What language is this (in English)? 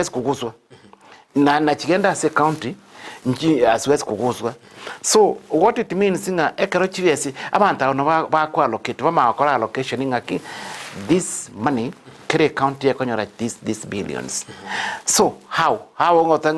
Gusii